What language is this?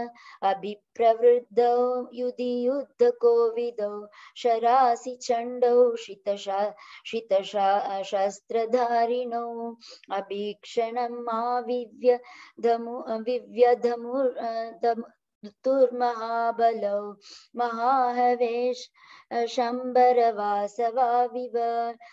Sanskrit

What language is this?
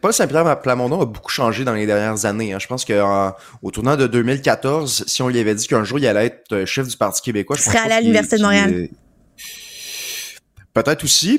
French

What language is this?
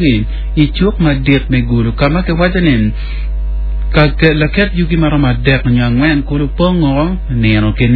Acoli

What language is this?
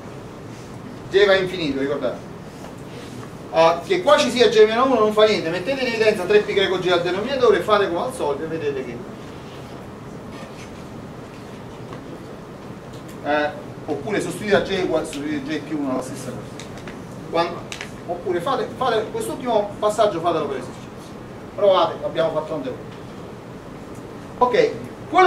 Italian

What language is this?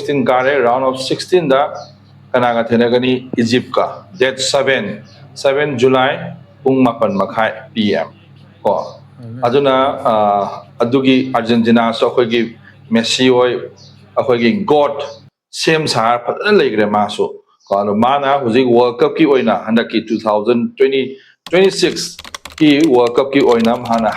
Manipuri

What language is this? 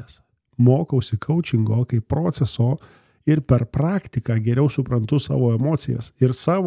Lithuanian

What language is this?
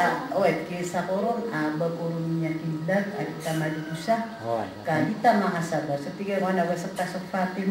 Maranao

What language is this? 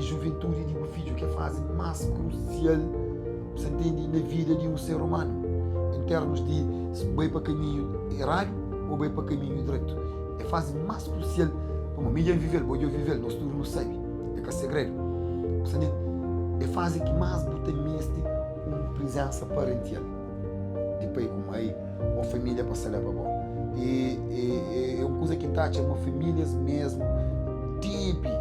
Kabuverdianu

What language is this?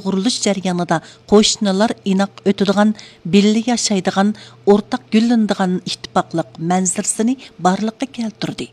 Uyghur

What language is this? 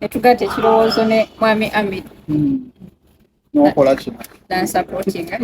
Ganda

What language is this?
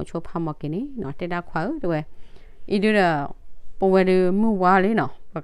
S'gaw Karen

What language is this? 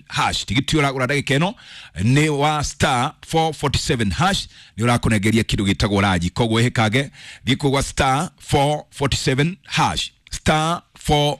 Kikuyu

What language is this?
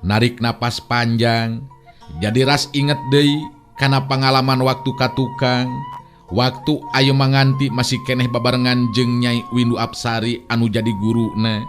Sundanese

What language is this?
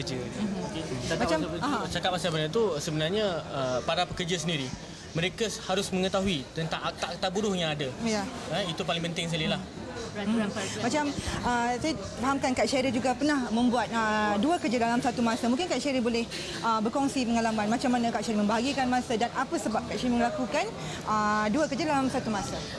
Malay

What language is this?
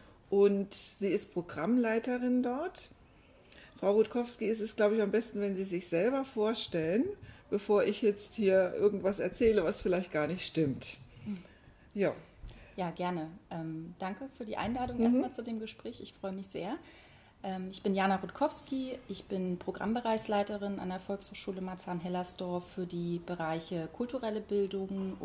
German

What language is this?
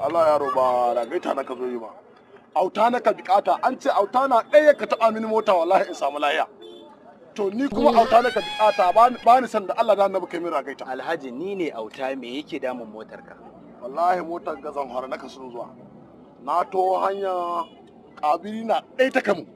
Hausa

